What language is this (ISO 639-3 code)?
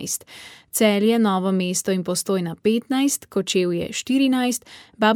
slv